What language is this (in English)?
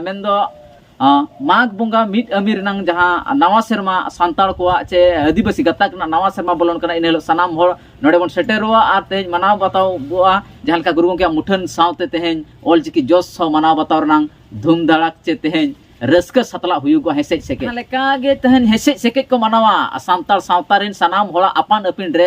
Santali